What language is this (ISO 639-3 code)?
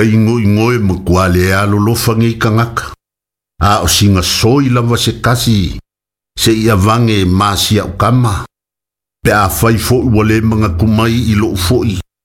smo